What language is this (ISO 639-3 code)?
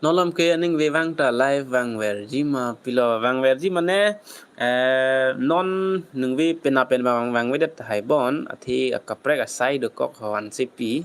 mjw